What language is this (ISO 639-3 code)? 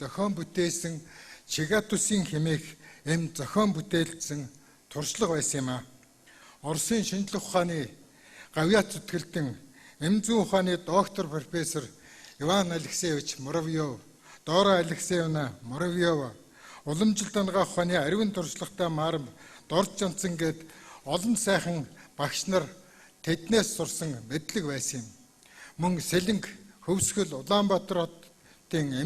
mon